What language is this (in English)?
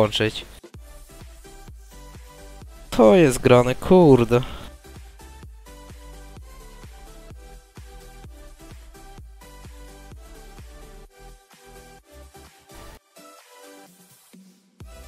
Polish